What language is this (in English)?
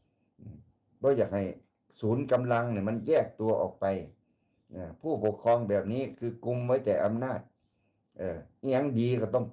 Northeastern Thai